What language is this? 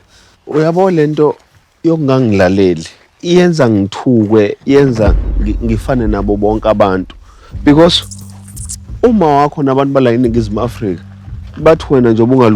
Zulu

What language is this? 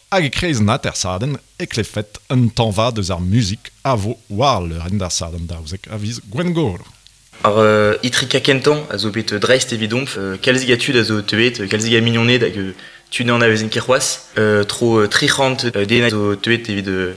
Breton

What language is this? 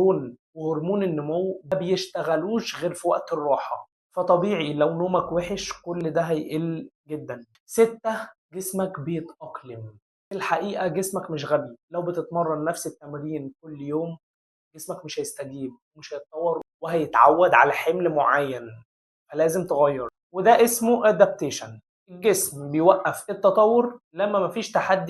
Egyptian Arabic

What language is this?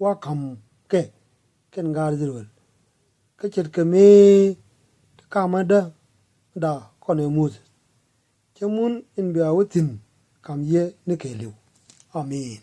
Nuer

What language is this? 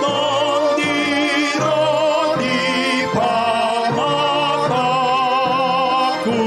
Batak Toba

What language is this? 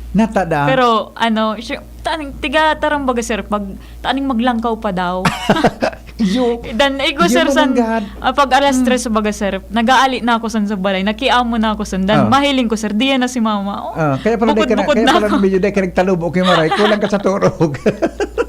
Bikol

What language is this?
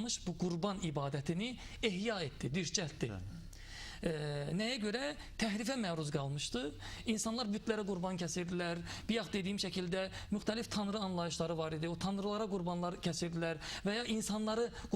Azerbaijani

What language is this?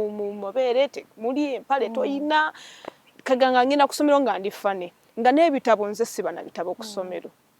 Ganda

